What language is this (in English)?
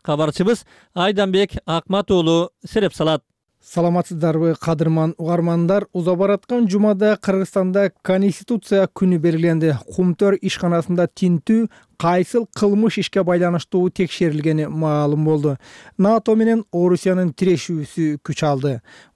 Kyrgyz